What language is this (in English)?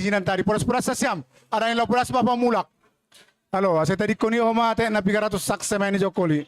Batak Simalungun